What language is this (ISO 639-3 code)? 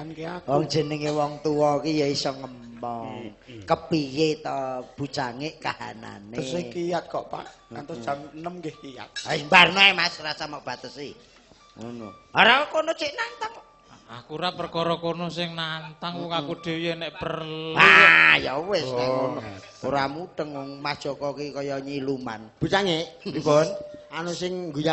jav